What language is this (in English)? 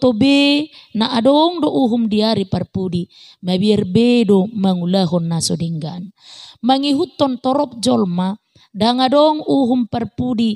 Batak Toba